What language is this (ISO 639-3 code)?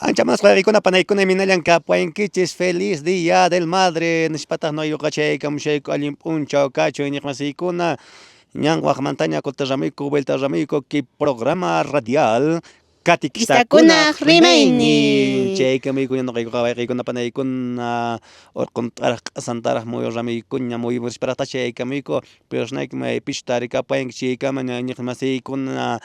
que